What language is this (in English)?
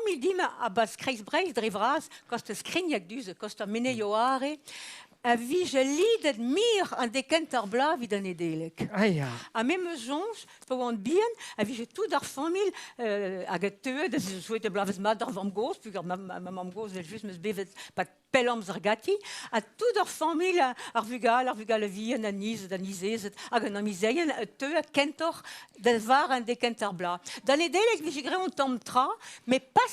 Breton